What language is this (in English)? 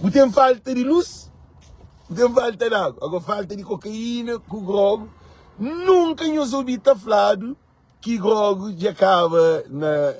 Kabuverdianu